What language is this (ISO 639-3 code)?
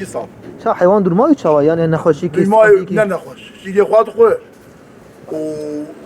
kur